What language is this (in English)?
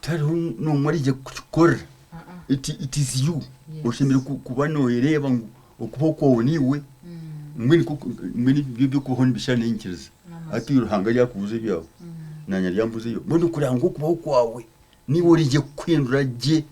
Nyankole